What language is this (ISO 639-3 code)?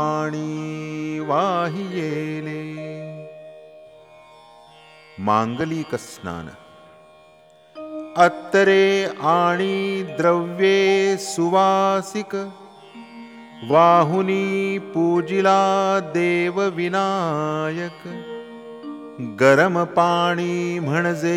mar